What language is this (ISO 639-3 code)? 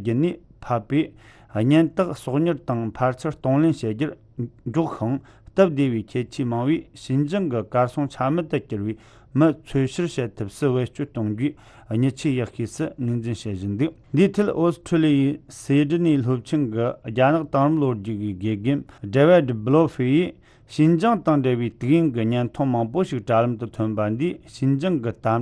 bod